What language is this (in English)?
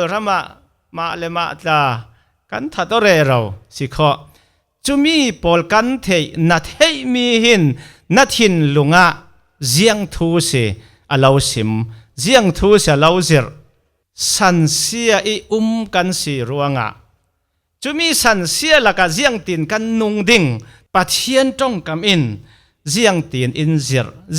Falam Chin